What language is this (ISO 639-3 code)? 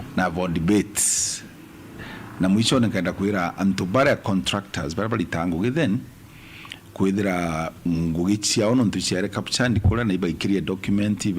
mer